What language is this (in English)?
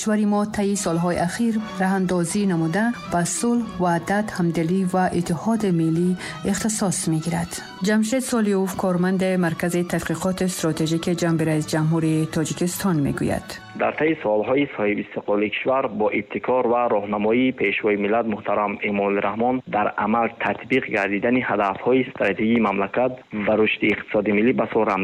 Tajik